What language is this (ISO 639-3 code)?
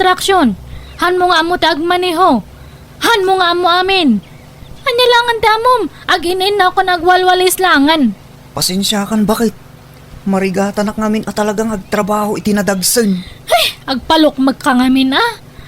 ilo